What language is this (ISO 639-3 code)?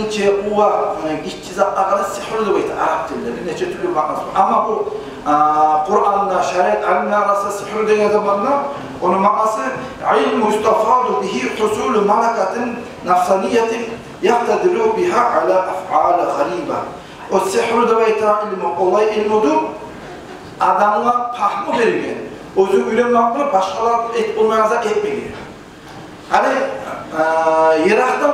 kum